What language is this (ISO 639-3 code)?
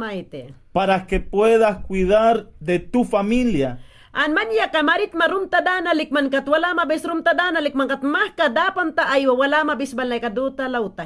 yan